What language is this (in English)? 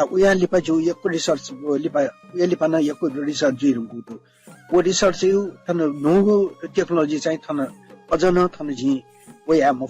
Newari